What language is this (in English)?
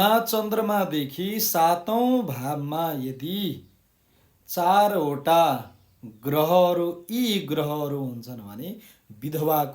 Nepali